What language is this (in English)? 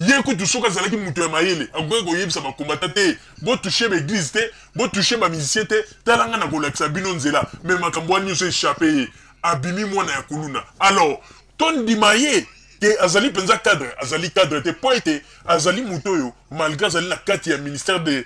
Lingala